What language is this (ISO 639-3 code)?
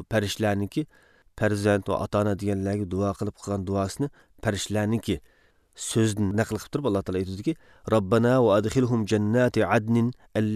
uig